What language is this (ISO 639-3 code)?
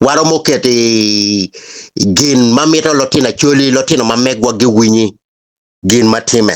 ach